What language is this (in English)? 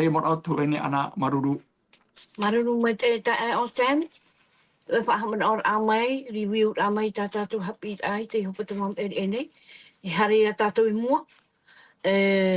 Tahitian